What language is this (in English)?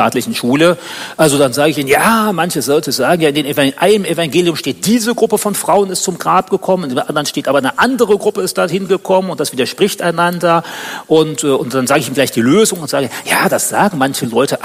German